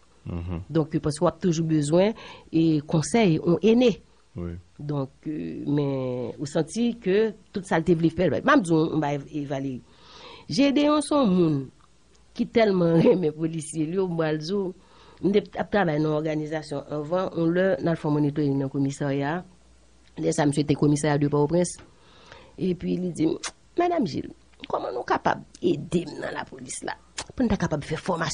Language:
Haitian Creole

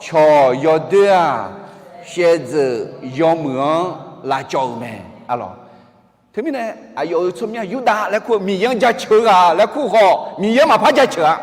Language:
Akha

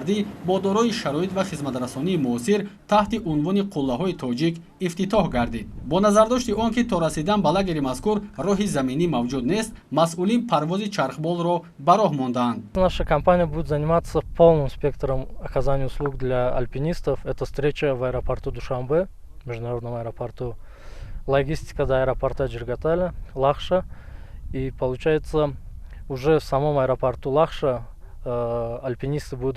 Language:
Tajik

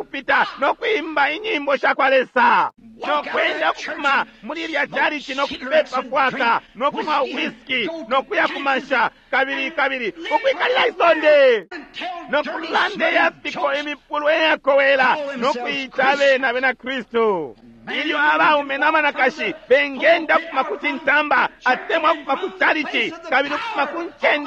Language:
Bemba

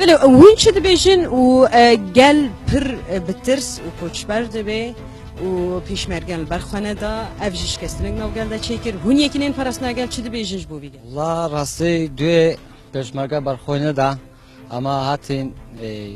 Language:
Kurdish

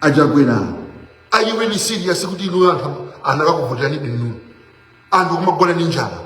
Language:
Nyanja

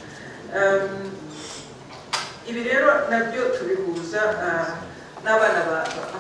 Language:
Kinyarwanda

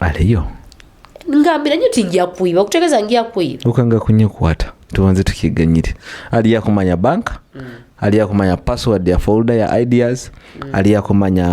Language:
Nyoro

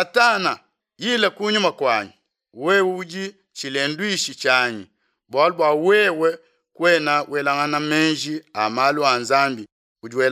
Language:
Luba-Lulua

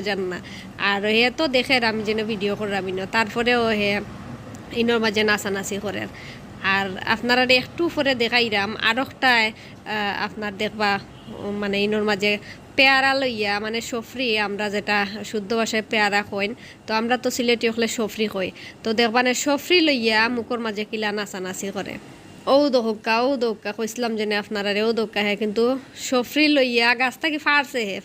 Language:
Sylheti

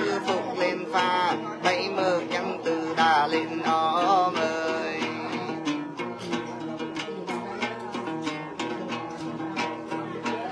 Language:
Vietnamese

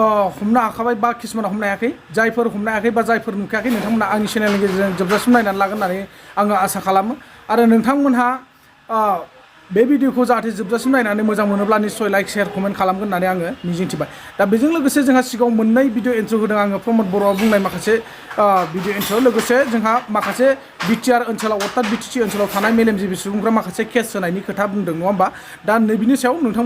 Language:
Bodo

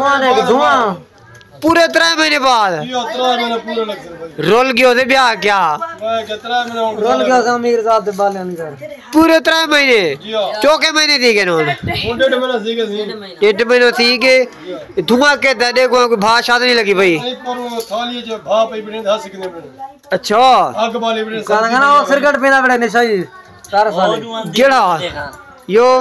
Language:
Saraiki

